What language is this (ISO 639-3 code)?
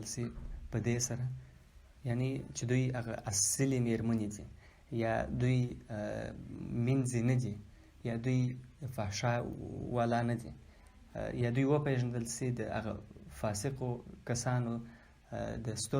pus